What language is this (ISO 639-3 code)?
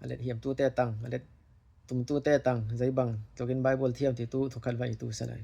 cfm